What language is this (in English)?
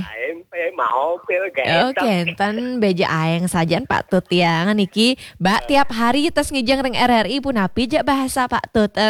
Balinese